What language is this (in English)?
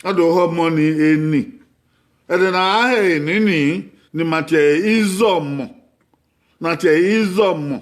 Bini